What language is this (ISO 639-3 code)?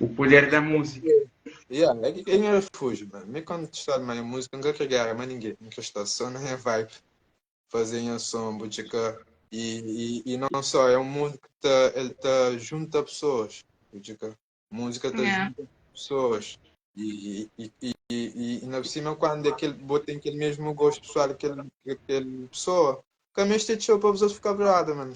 kea